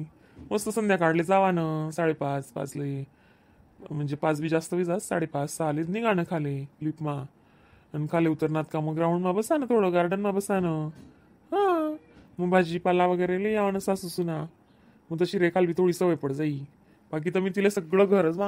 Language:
Khandesi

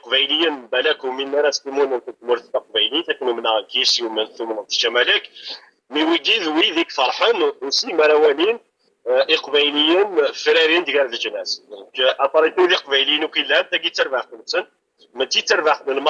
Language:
Kabyle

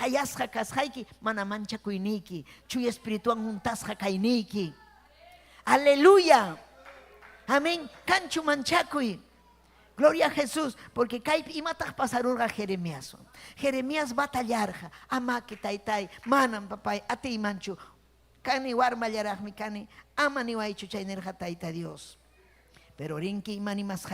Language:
Ayacucho Quechua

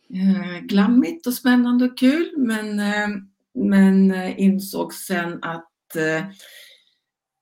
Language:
Swedish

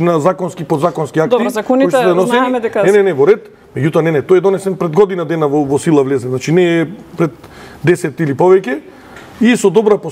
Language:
Macedonian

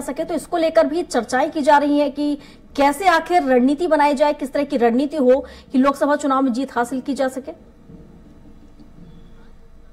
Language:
Hindi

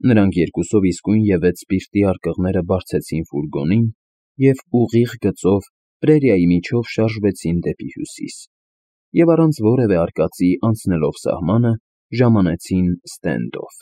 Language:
Armenian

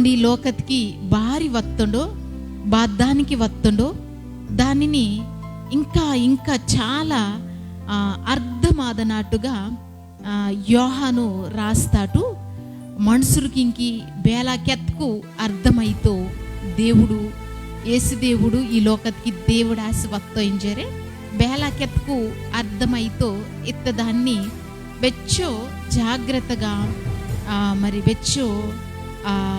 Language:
Koya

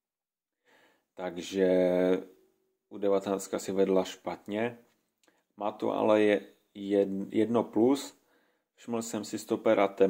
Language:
Czech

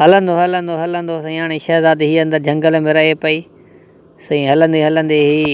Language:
Sindhi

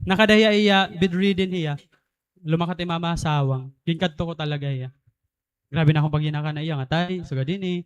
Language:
Waray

